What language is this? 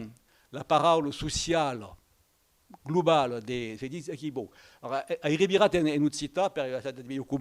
Occitan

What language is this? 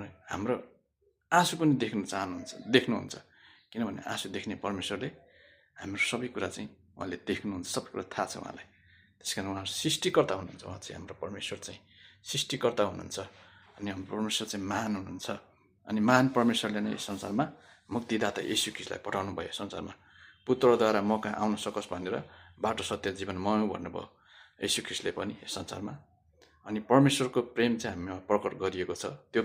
Nepali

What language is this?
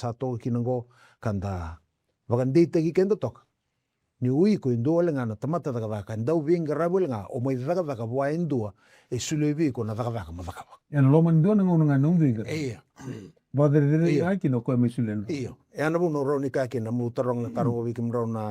Fijian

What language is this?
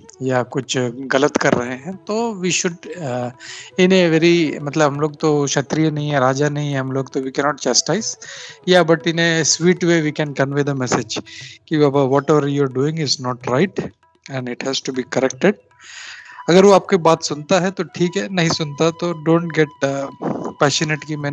Hindi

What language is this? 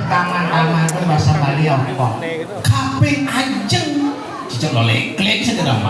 Balinese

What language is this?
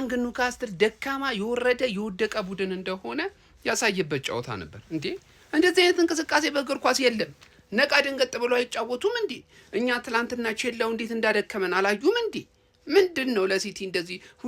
Amharic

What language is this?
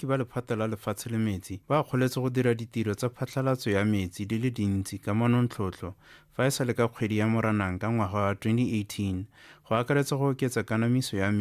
Tswana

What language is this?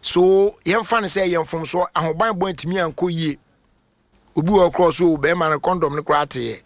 Akan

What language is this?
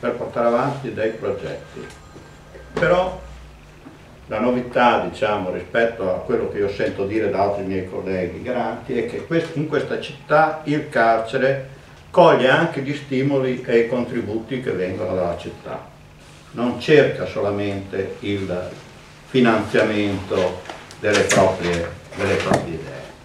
Italian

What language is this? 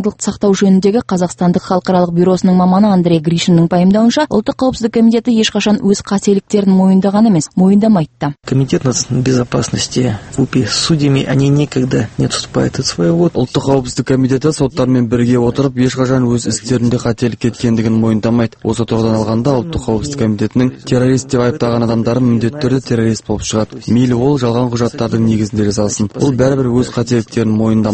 Kazakh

